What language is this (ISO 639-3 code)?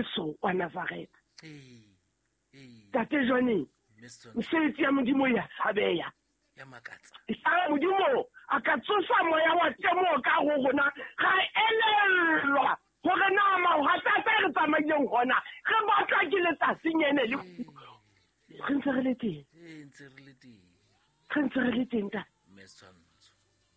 sot